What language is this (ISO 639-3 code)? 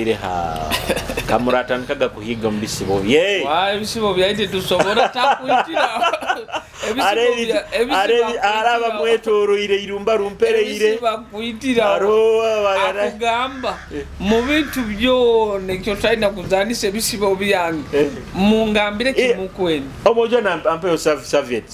nyo